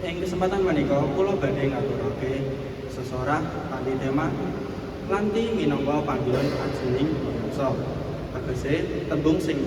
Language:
Javanese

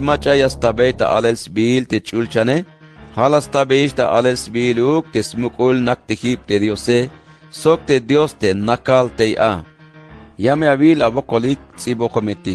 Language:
Tzeltal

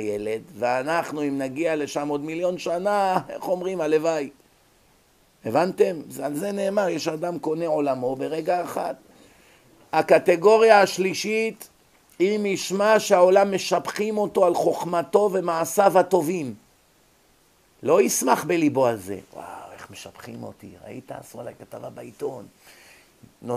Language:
Hebrew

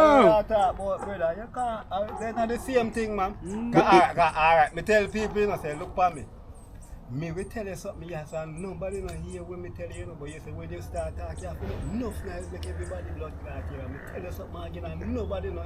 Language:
Jamaican Creole English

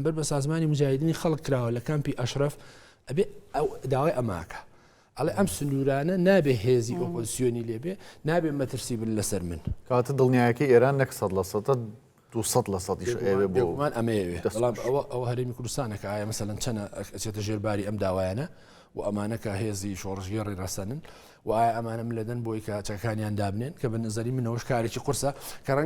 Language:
Central Kurdish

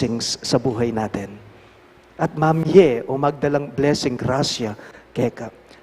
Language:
Pampanga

